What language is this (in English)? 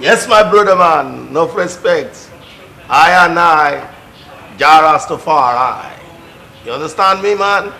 Yoruba